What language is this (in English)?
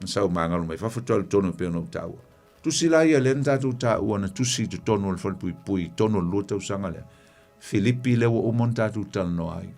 Samoan